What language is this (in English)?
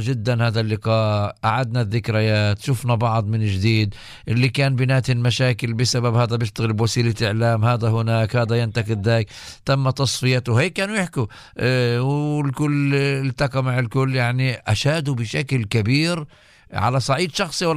North Levantine Arabic